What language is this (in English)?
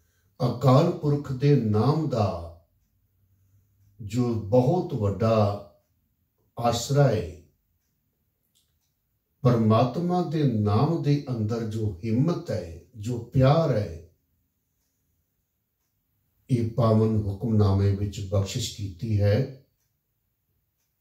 Punjabi